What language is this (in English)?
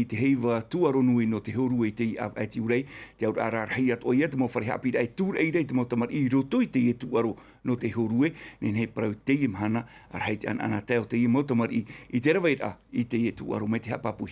Tahitian